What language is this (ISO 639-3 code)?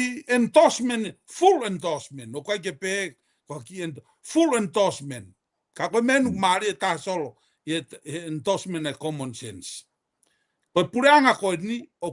ton